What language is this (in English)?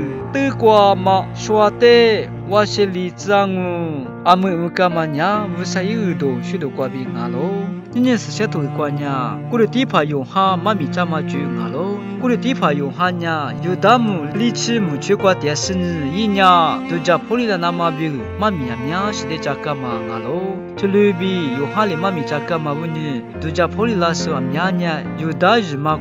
Lisu